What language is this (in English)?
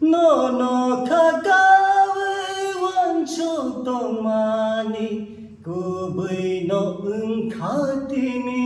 Kok Borok